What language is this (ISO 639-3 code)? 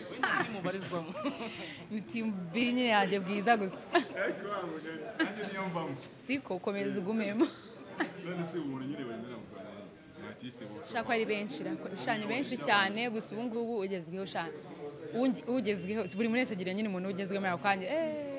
kin